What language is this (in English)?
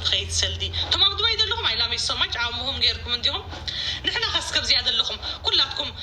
Tigrinya